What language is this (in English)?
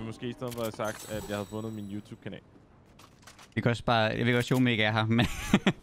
Danish